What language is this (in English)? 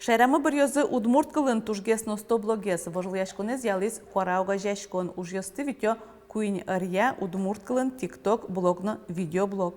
Udmurt